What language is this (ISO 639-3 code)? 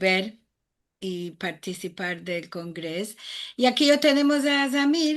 lad